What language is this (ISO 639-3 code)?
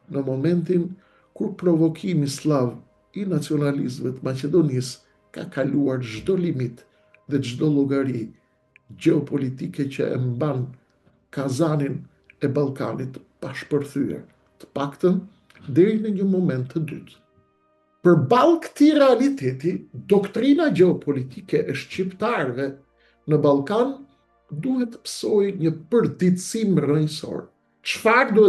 sqi